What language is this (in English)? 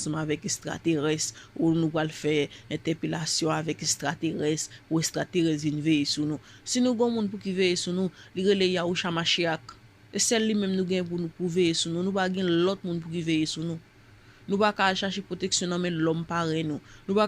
Haitian Creole